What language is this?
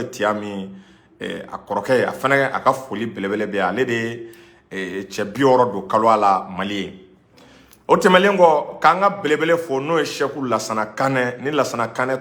Bambara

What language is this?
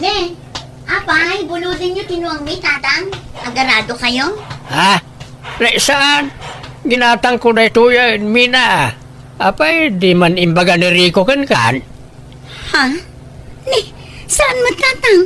Iloko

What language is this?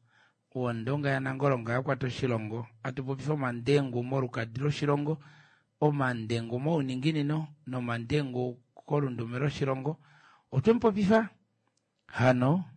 Kuanyama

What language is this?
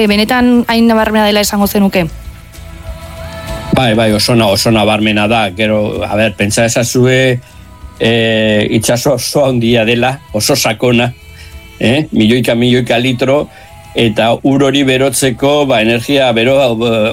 Basque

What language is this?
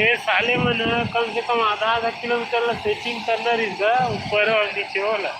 Chhattisgarhi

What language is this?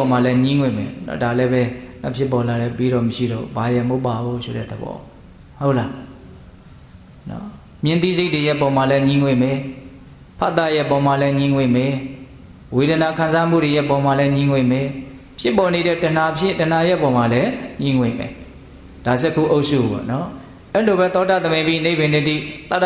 Burmese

